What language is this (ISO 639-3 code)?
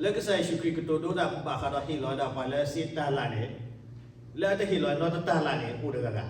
ksw